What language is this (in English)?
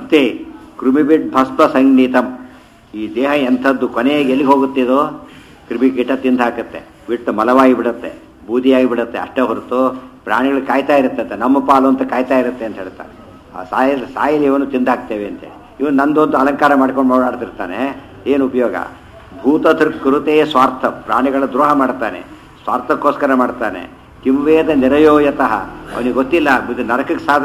Kannada